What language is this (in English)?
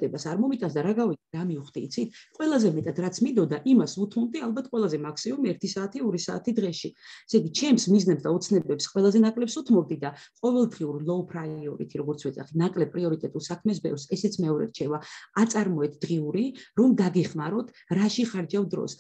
Georgian